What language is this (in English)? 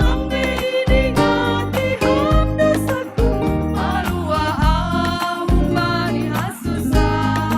Batak Simalungun